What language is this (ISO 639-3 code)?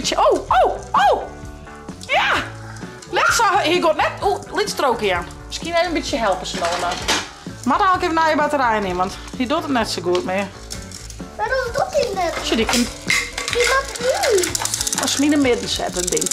fry